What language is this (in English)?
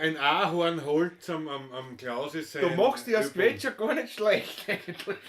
Bavarian